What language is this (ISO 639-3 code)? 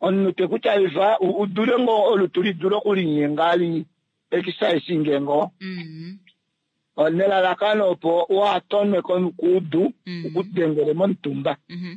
kua